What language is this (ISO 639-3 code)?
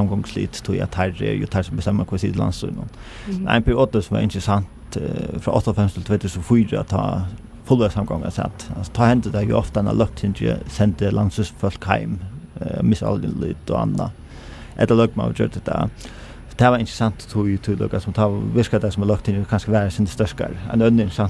fao